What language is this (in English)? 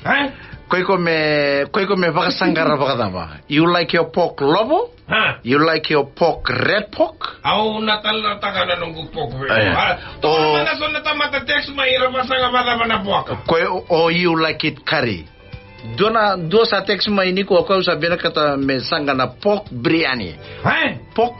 Fijian